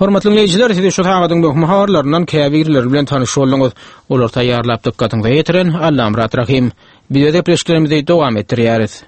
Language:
Turkmen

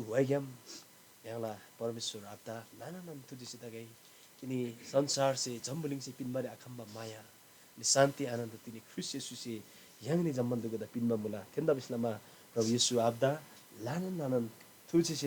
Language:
Eastern Tamang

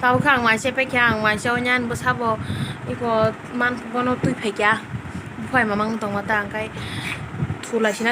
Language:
Kok Borok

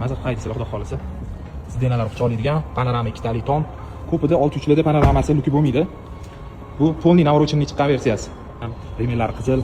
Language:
Uzbek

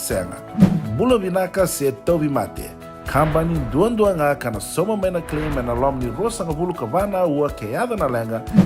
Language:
Fijian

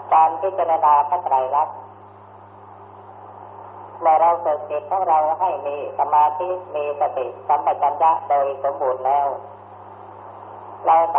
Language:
Thai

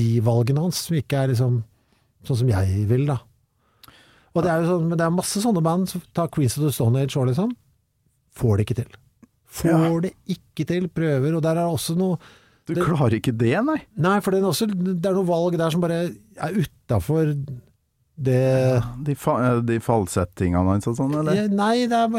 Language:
Norwegian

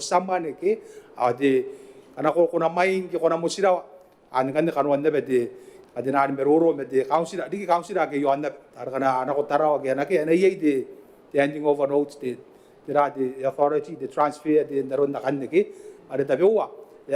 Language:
Gilbertese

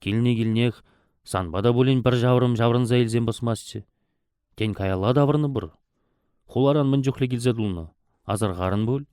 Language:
Chuvash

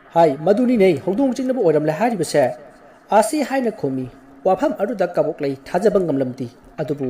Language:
Manipuri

